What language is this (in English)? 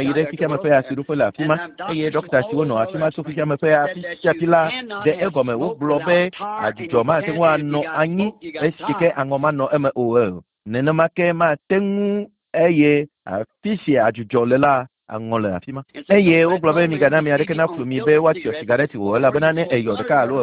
Ewe